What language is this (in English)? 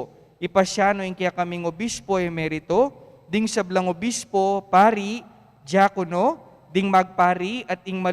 Pampanga